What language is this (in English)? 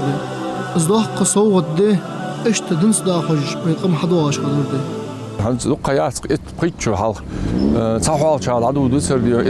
Ingush